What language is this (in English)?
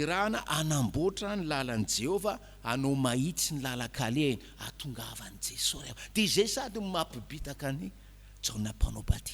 Malagasy